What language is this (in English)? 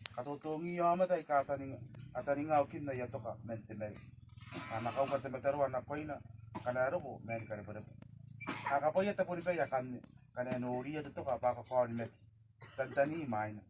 Gilbertese